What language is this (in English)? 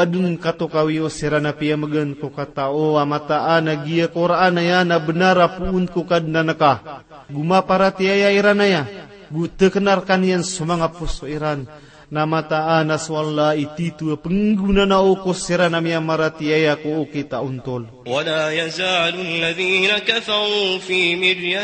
Maranao